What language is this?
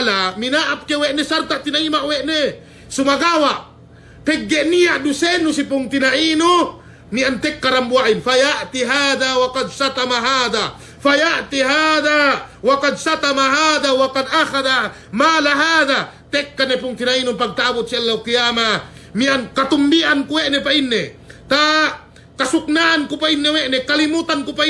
Yakan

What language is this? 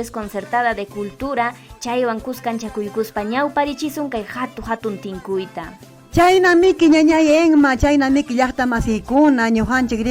Ayacucho Quechua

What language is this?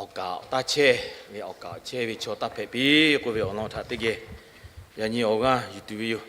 Lahu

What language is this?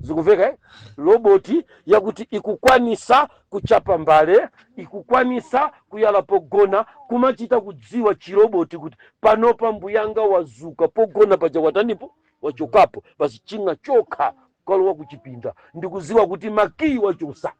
Nyanja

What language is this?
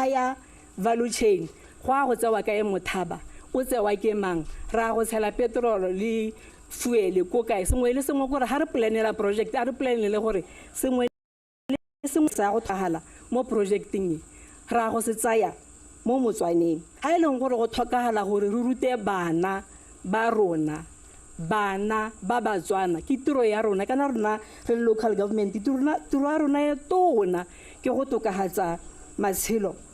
Tswana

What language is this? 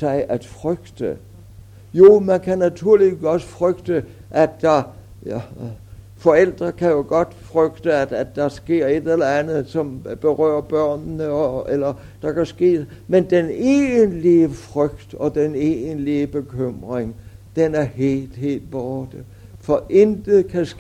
Danish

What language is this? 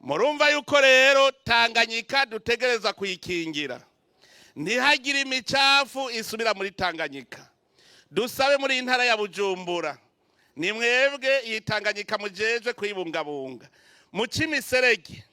Rundi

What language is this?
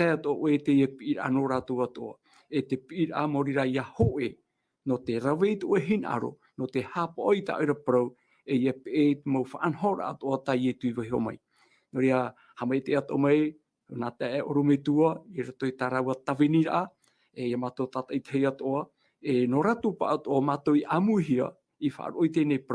Tahitian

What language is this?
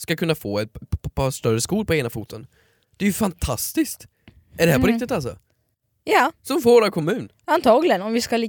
Swedish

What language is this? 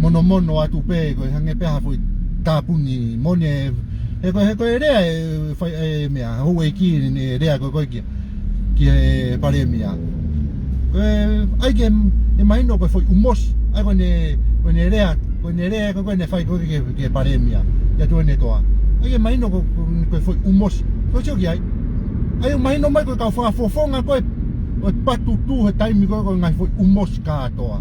Tongan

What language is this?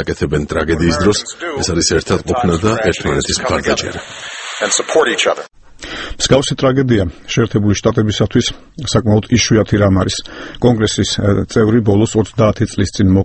Georgian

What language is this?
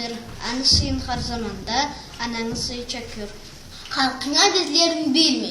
Karachay-Balkar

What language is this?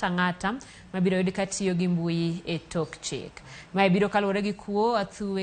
Luo (Kenya and Tanzania)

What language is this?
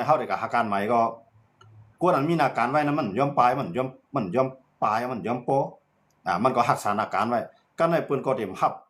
Shan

